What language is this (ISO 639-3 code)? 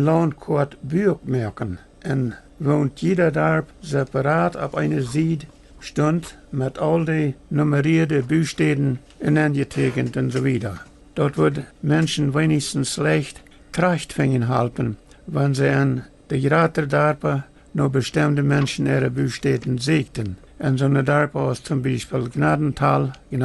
pdt